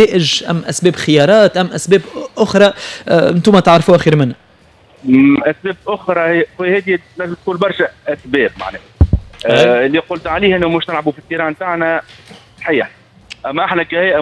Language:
Tunisian Arabic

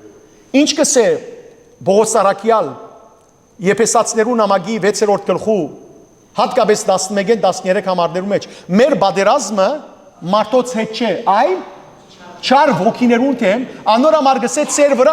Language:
Western Armenian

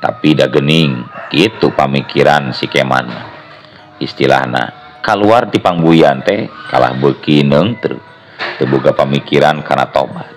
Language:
Sundanese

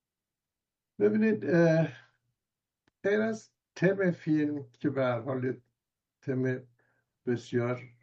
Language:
Persian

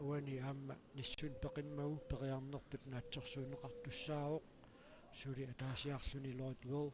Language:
Kalaallisut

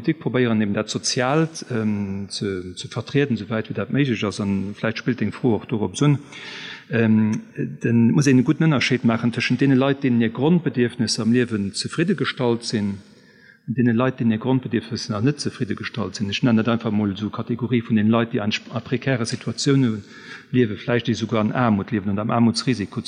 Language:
Luxembourgish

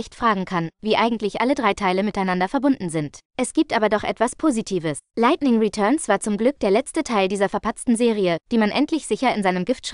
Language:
German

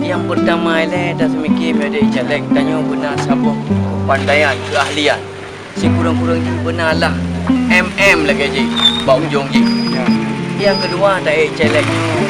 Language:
Achinese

